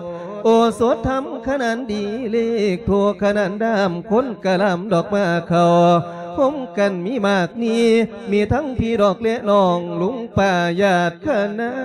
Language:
Lao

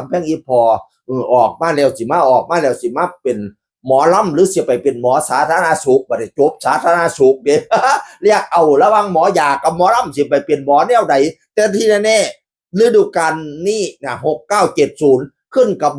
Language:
Northeastern Thai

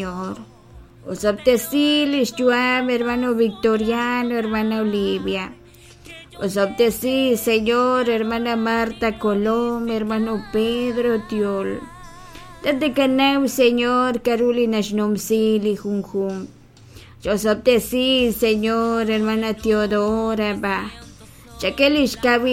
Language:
Kekchí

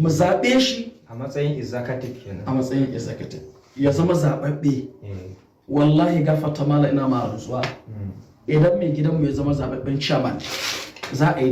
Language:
Hausa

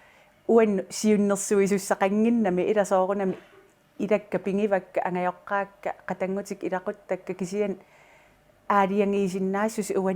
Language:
Kalaallisut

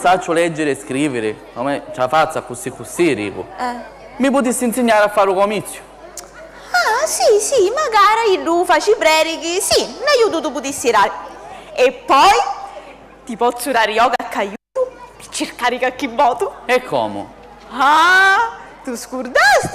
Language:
Sicilian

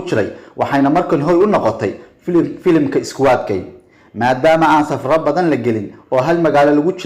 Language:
Somali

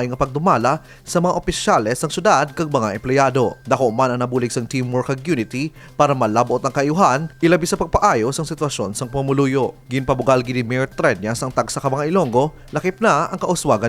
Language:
Hiligaynon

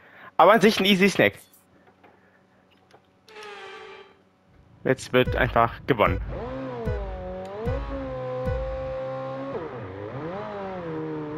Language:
German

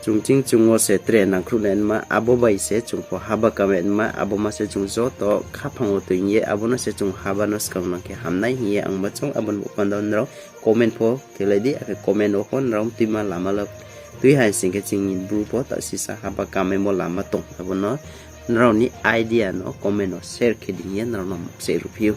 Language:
Riang (India)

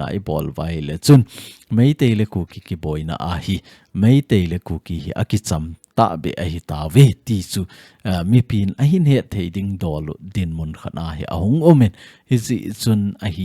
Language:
Thado Chin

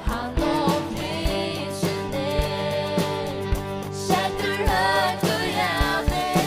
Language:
Faroese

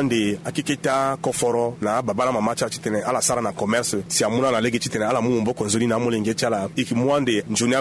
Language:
Sango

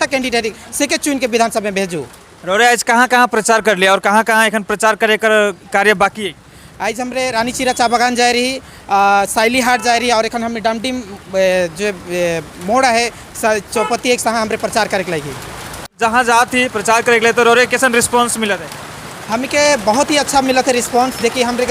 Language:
Sadri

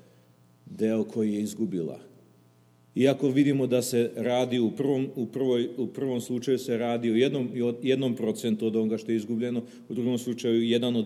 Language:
Serbian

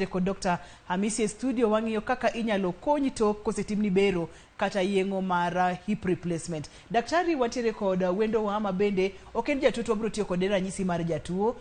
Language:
Luo (Kenya and Tanzania)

